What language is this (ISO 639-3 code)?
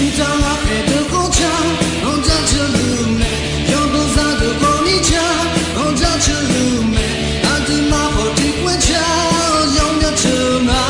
ahk